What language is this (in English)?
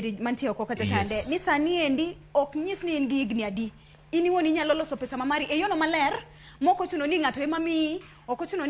Luo (Kenya and Tanzania)